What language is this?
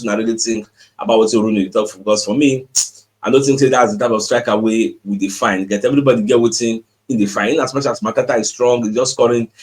Nigerian Pidgin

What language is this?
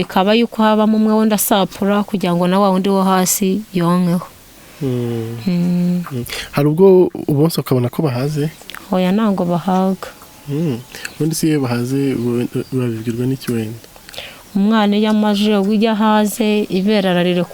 Kinyarwanda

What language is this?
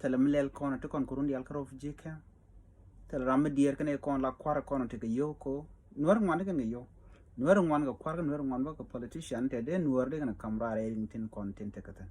Nuer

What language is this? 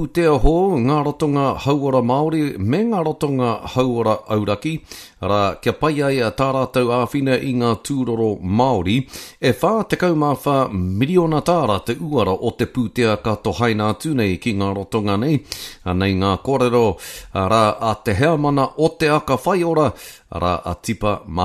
Māori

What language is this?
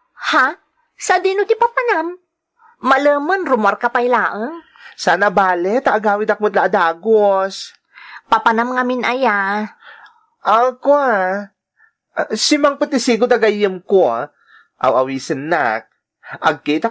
Iloko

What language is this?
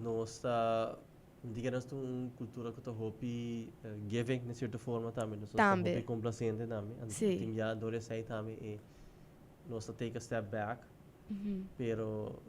Papiamento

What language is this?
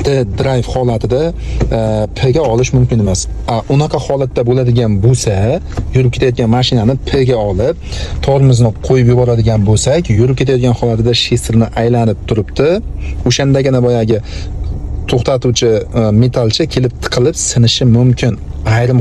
Uzbek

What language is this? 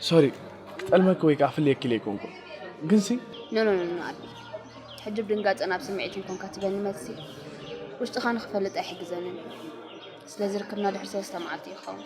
Tigrinya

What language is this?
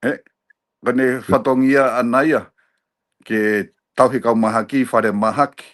Tongan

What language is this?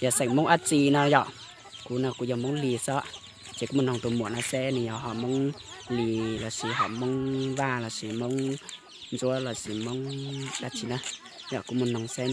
Hmong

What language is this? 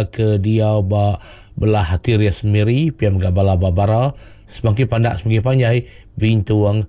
Iban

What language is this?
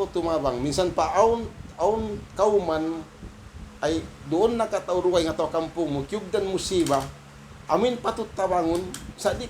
Tausug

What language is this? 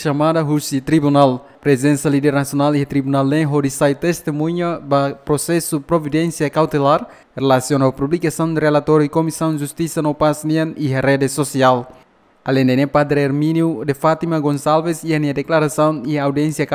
Tetum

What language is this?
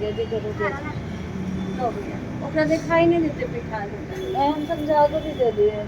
Maithili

